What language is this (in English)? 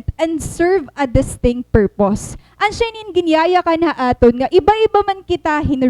Waray